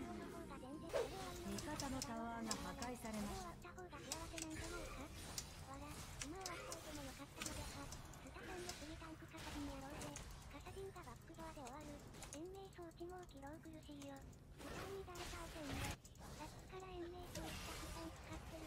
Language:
Japanese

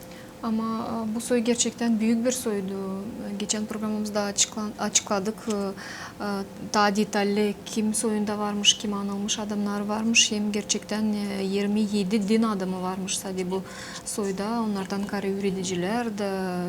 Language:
Gagauz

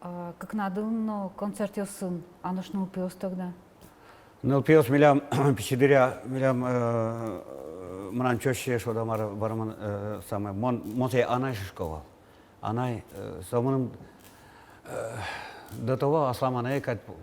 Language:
Udmurt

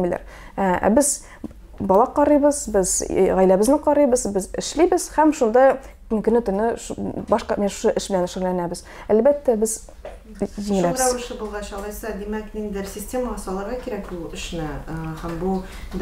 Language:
Tatar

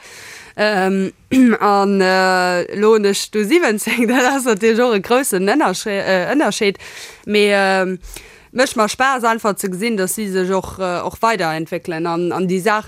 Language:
Luxembourgish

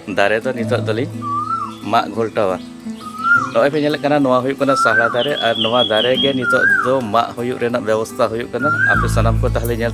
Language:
Santali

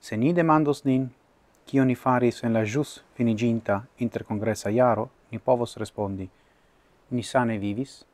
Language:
Esperanto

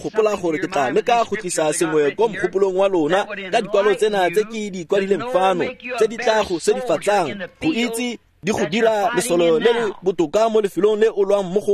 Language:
Tswana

